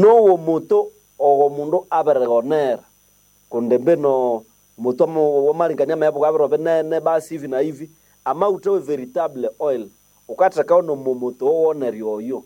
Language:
Nande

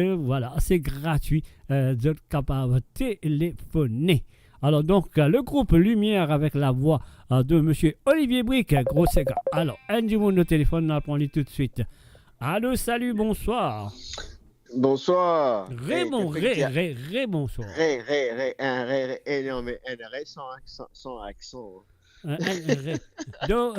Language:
Morisyen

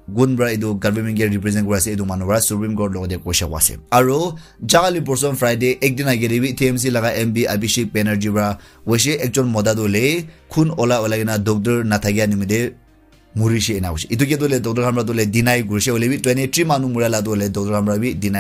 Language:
Naga Pidgin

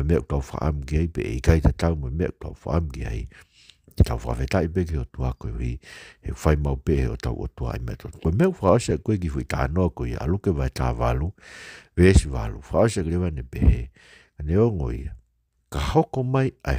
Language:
Tongan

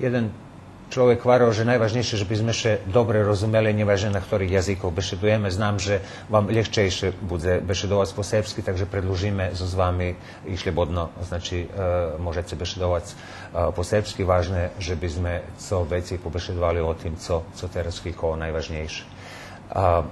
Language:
Rusyn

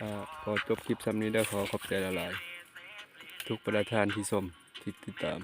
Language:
Northeastern Thai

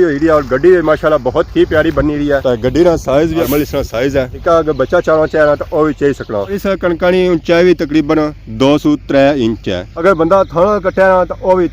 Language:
Pahari-Potwari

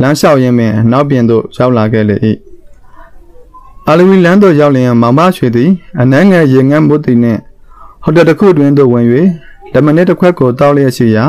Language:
Burmese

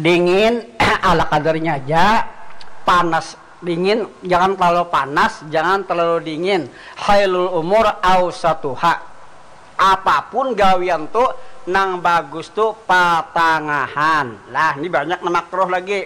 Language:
Banjar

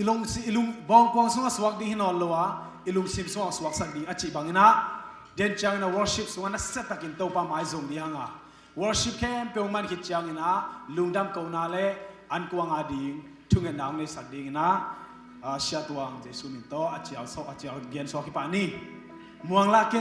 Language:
Tedim Chin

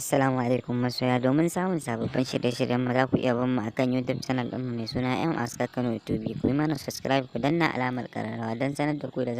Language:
Hausa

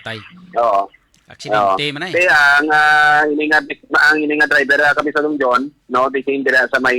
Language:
Hiligaynon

